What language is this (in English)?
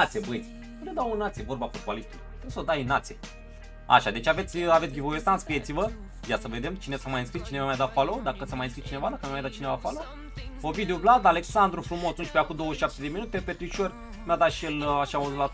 Romanian